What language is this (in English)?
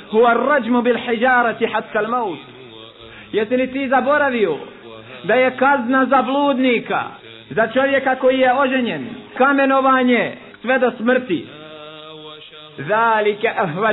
Bosnian